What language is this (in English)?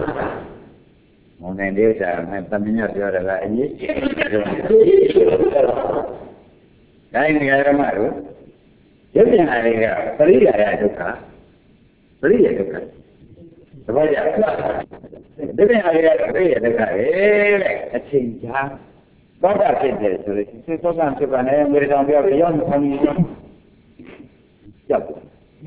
Burmese